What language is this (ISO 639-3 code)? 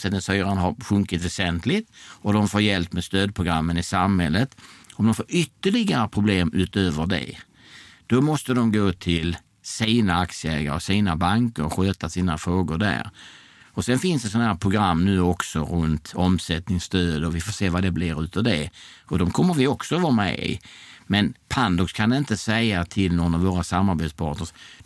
swe